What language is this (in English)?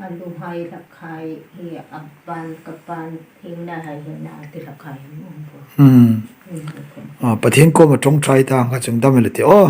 Hmar